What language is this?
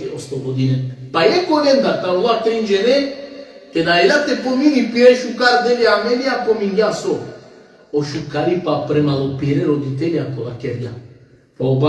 Balkan Romani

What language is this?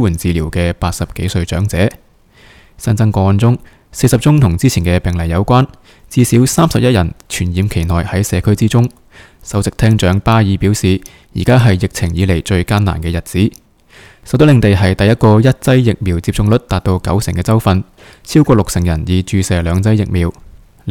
Cantonese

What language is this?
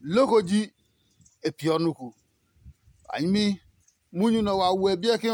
Adangme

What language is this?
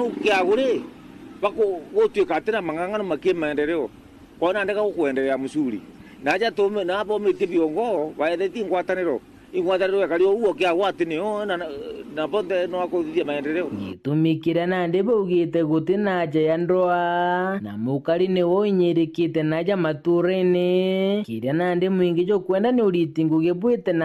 Meru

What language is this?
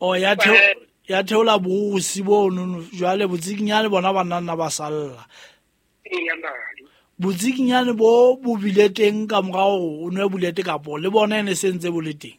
Southern Sotho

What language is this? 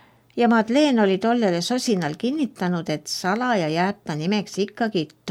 Estonian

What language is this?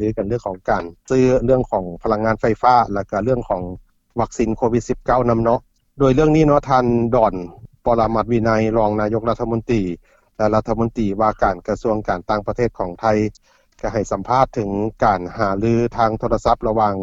Lao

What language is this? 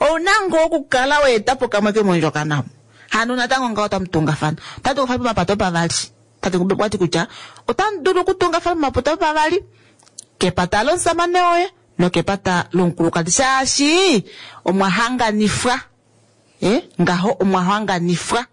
Kuanyama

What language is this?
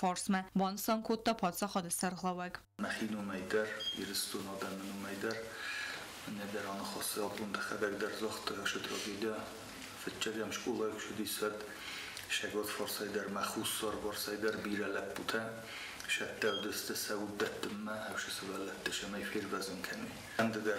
Ossetic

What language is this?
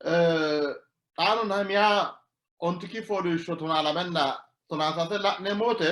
Sidamo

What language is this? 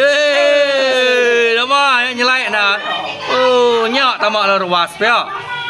Iban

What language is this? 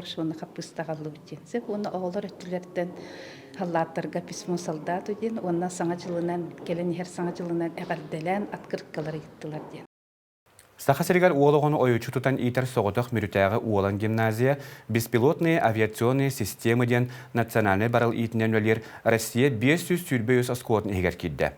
Yakut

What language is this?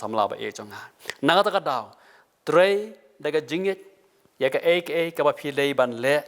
Khasi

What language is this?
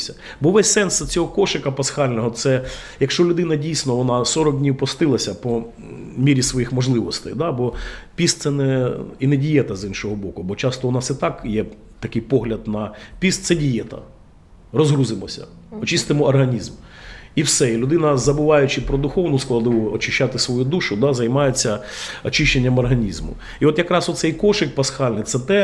Ukrainian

